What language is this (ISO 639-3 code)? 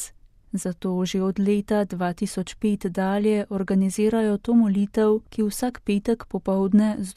slv